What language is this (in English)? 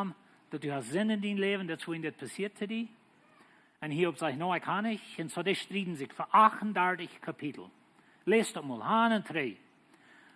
Plautdietsch